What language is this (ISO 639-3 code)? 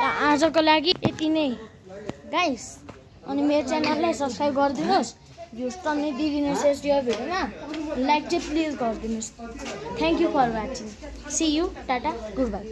nep